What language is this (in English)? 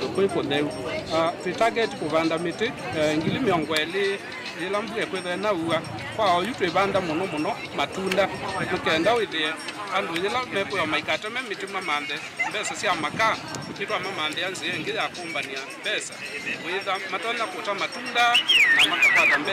Kamba